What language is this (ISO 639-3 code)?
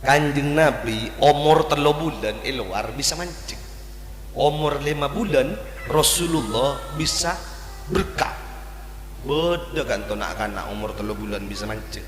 mad